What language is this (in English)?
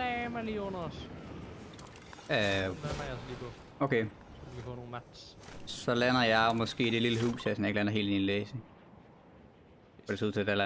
Danish